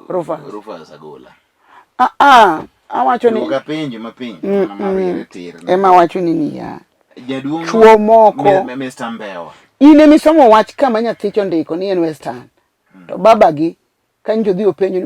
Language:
Luo (Kenya and Tanzania)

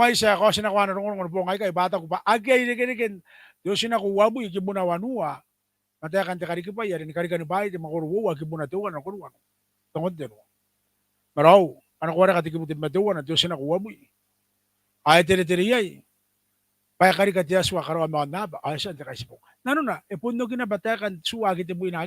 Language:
Gilbertese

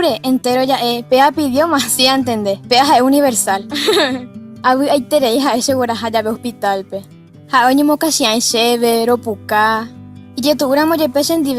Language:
Guarani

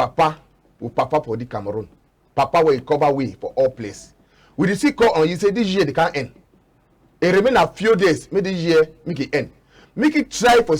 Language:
Cameroon Pidgin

